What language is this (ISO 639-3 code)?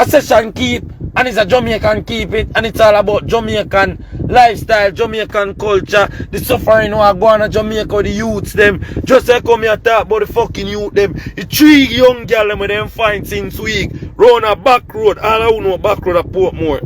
jam